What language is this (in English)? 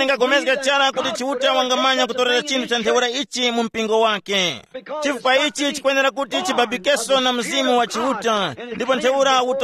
Tumbuka